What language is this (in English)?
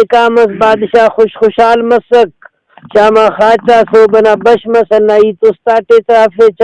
Brahui